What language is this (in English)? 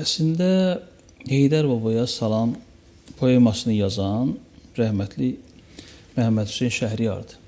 Azerbaijani